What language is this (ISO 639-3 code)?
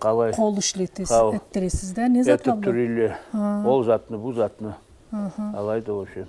krc